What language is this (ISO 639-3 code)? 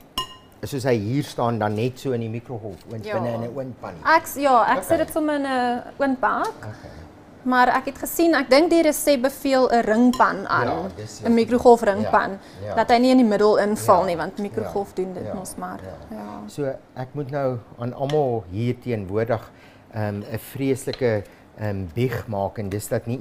afr